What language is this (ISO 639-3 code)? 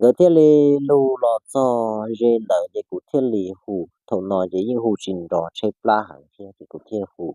hmn